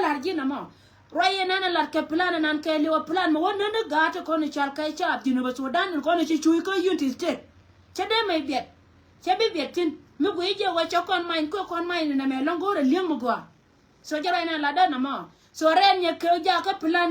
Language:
Nuer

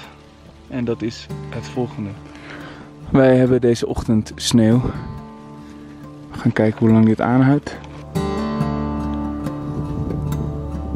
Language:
Dutch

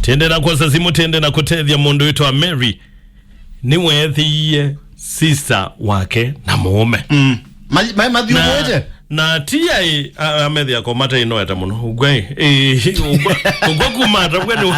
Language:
Kamba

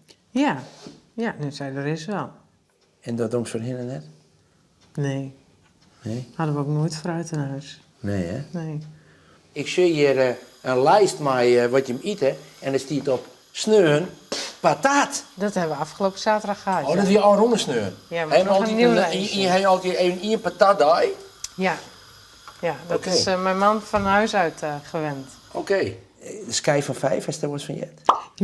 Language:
Western Frisian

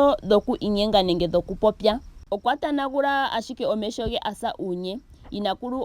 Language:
Ndonga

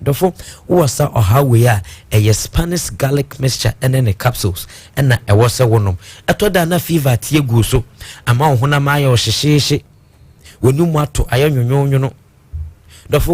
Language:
Akan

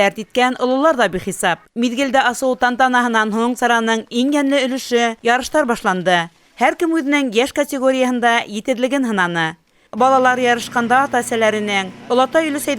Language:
Bashkir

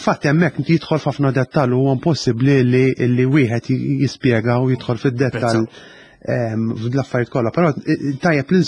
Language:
Maltese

